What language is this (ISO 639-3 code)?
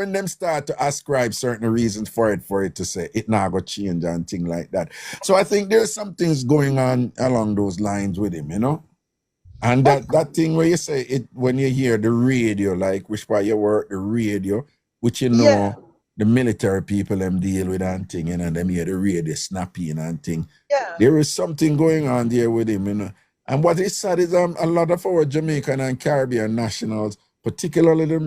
jam